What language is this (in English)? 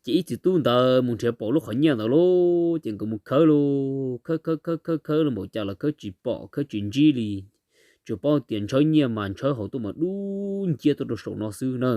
Hmong